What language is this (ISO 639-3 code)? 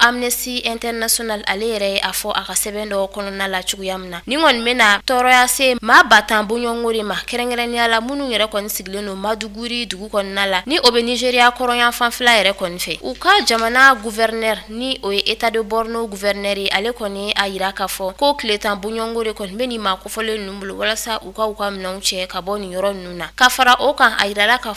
bam